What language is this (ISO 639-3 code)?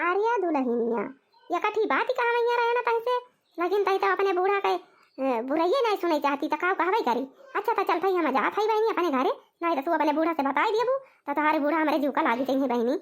awa